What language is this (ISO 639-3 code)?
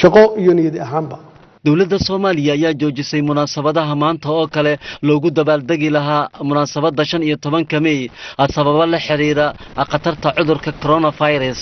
som